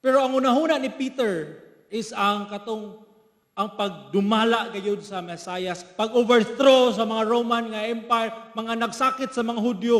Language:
Cebuano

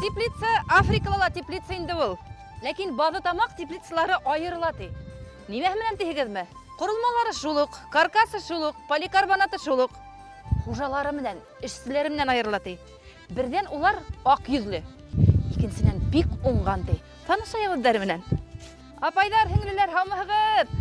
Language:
Bashkir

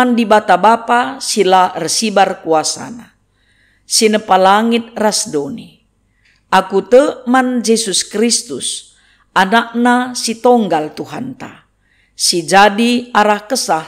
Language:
Batak Karo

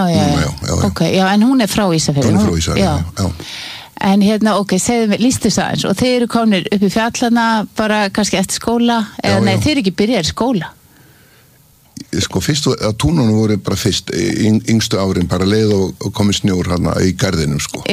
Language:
Icelandic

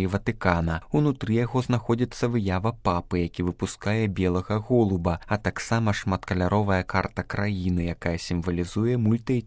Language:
Belarusian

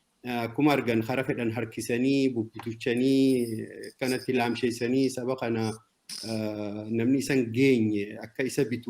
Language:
Oromo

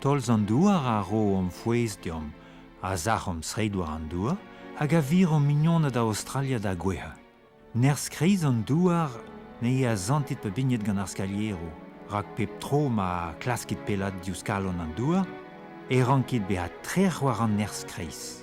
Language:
Breton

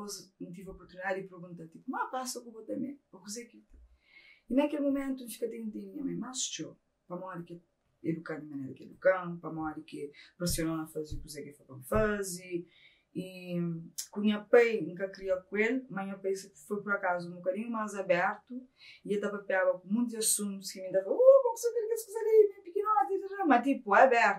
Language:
Kabuverdianu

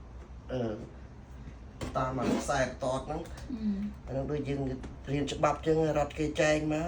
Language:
Khmer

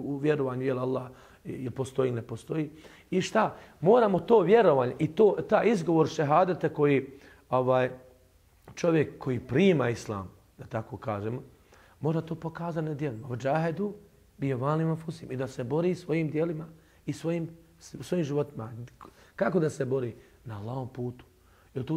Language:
Bosnian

